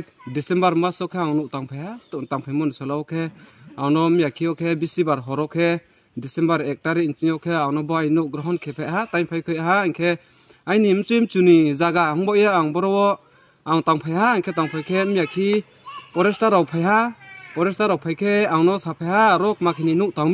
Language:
Riang (India)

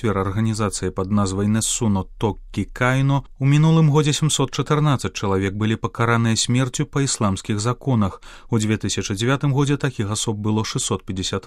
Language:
Belarusian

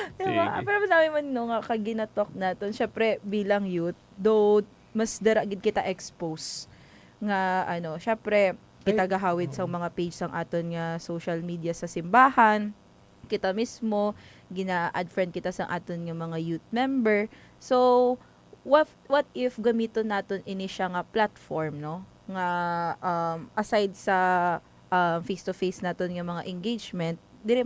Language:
Hiligaynon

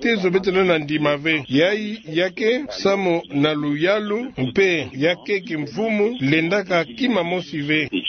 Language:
Kituba (Democratic Republic of Congo)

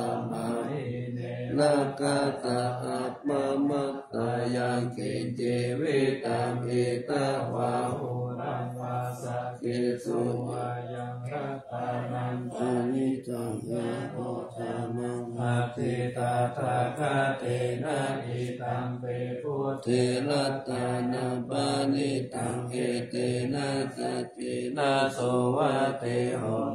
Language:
Pali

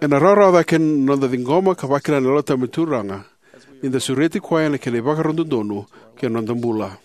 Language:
Fijian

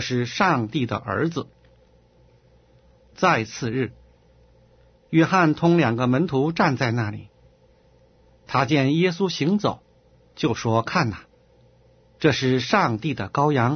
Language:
Chinese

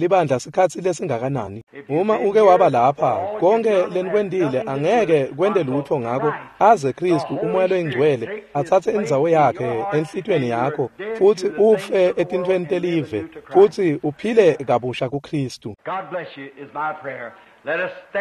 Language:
Swati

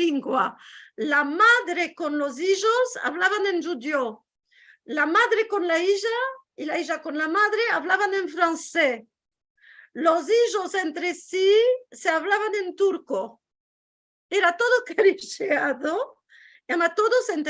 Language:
Ladino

